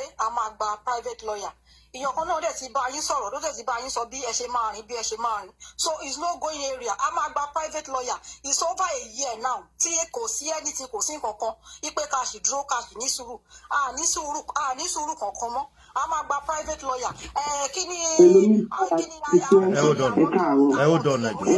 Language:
Yoruba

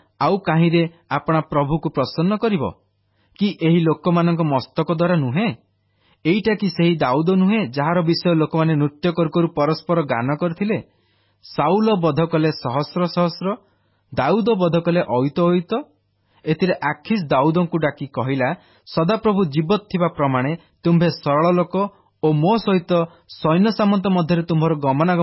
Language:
Odia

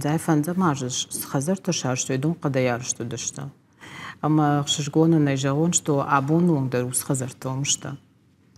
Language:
Ossetic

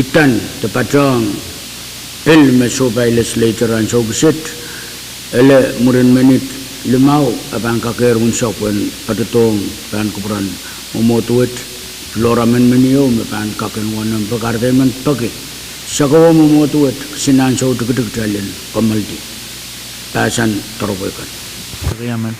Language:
Pohnpeian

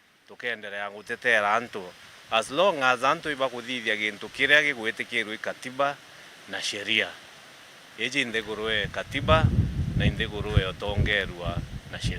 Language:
Meru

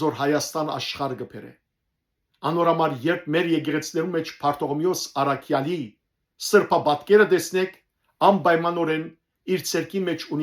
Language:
Western Armenian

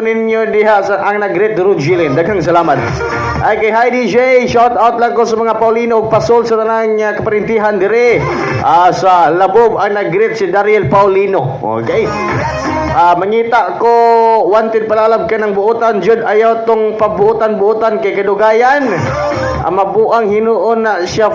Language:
Cebuano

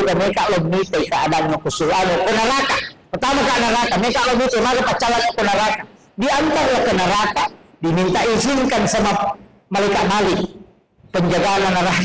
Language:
Buginese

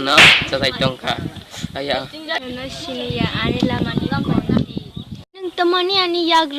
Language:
Kok Borok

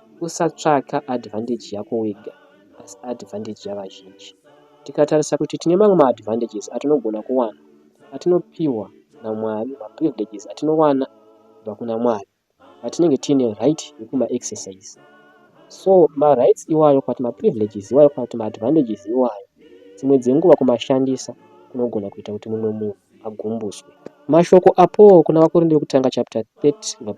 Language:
Shona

